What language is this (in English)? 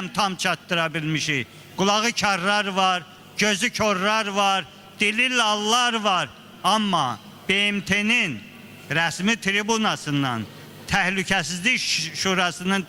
Azerbaijani